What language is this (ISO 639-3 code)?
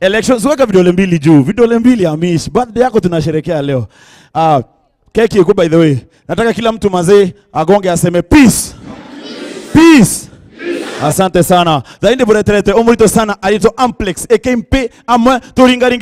mer